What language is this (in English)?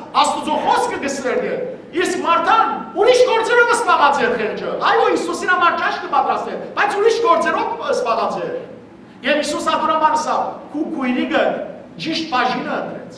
Western Armenian